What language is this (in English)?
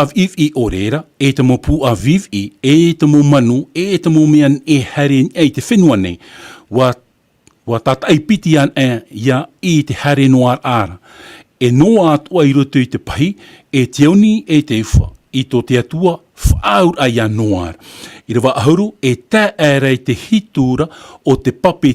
Tahitian